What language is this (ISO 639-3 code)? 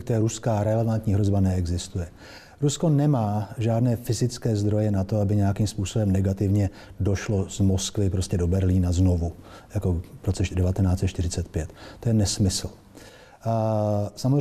ces